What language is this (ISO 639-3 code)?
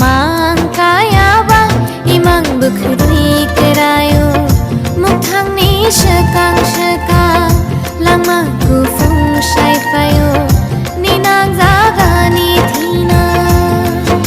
trp